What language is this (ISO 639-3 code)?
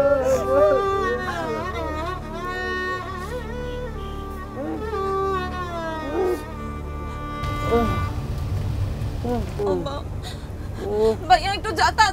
ben